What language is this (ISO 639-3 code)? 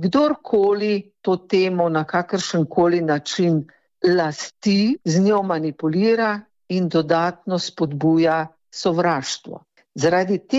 slv